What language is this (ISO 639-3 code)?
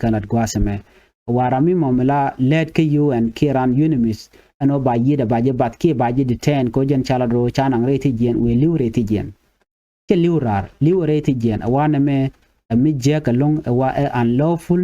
nus